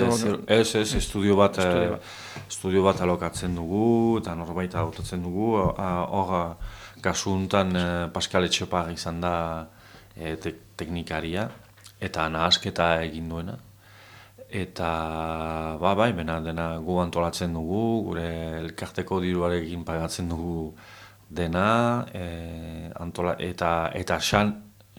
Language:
Basque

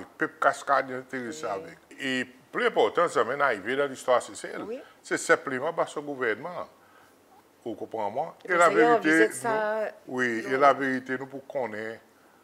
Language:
Seselwa Creole French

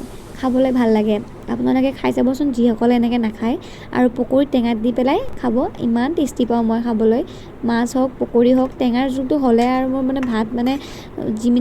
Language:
Assamese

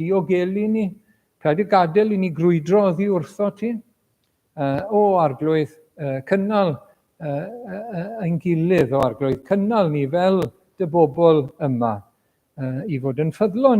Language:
Welsh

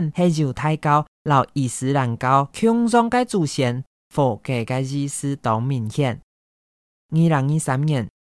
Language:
Hakka Chinese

